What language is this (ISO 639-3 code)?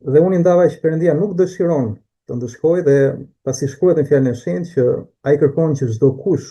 sqi